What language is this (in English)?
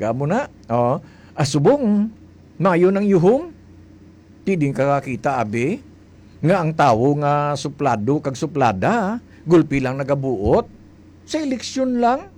Hiligaynon